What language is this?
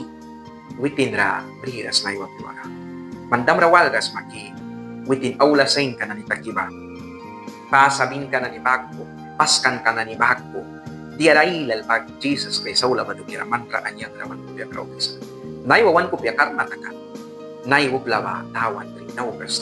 Mískito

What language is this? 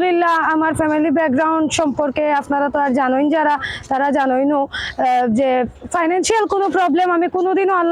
Sylheti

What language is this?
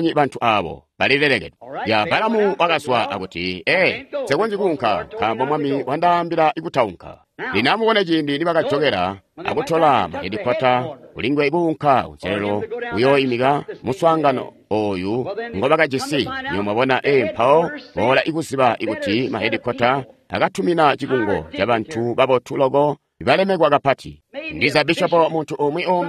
Tonga (Zambia)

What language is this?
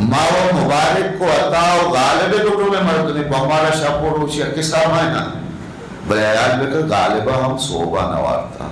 Eastern Balochi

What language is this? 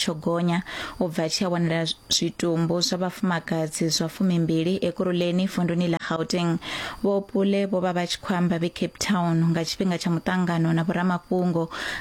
Venda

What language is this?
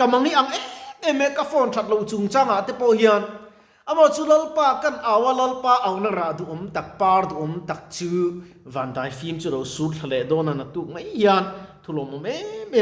Mizo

